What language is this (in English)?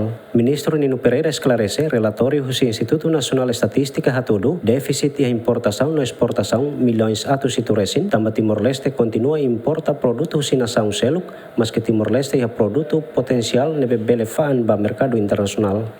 Tetum